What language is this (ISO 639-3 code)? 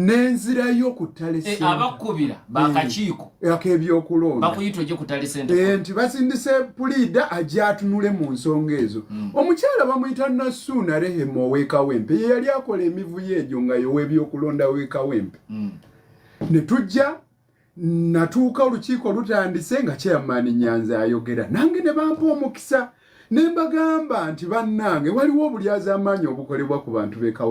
lug